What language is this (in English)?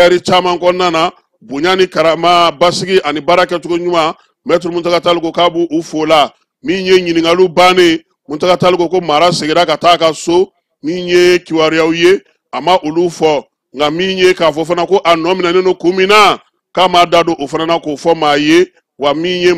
Bambara